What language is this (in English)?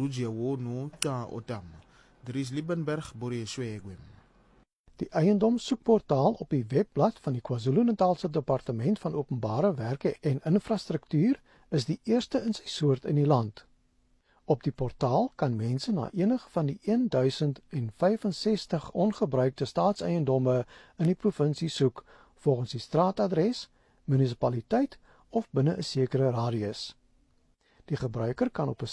Afrikaans